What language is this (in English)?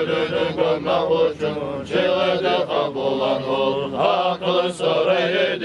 Kumyk